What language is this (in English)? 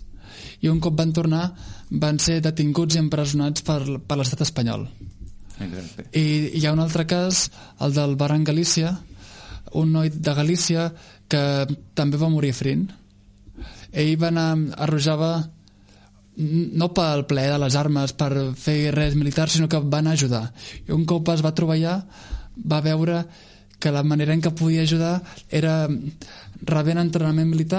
Catalan